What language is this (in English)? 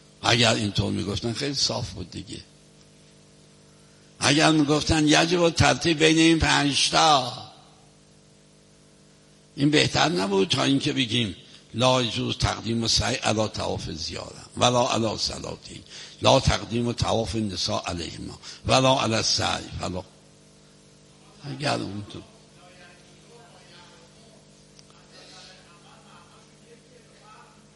Persian